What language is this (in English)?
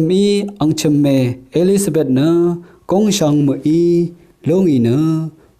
Rawang